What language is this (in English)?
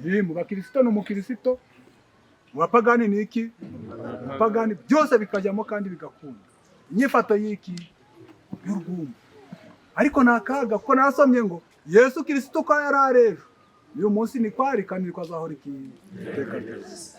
Kinyarwanda